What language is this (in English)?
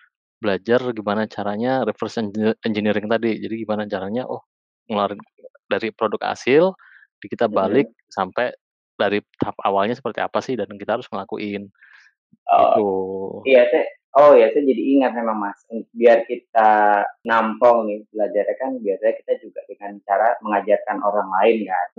Indonesian